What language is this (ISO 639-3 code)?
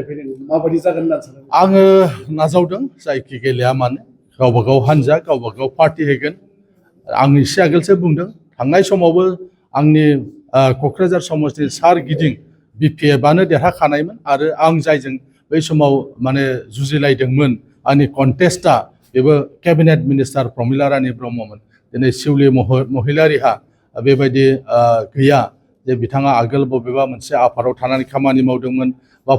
brx